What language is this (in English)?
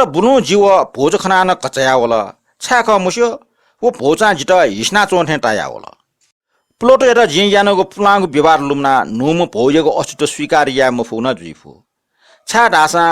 Newari